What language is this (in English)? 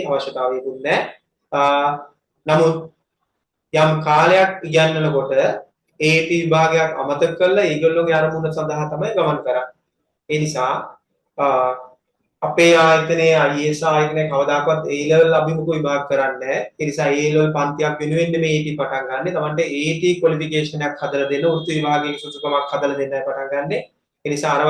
Sinhala